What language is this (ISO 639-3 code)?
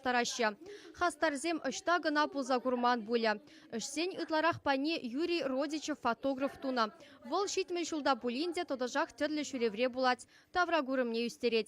chv